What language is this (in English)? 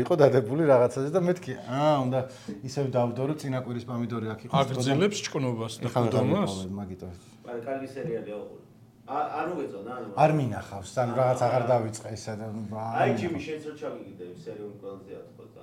Georgian